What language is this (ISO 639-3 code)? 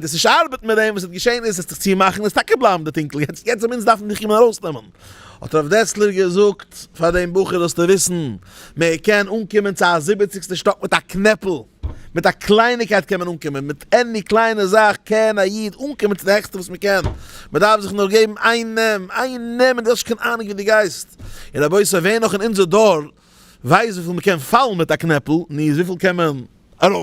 yid